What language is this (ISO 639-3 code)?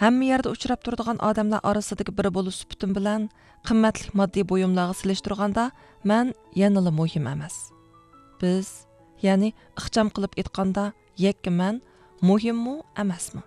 uig